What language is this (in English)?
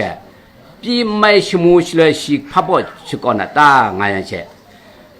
Kachin